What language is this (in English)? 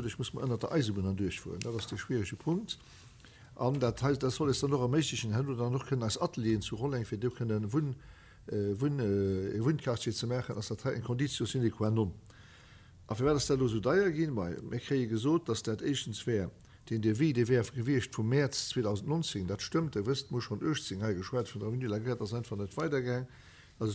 Luxembourgish